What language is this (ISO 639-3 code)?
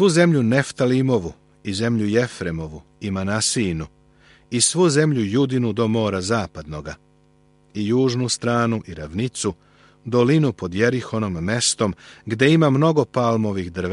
srp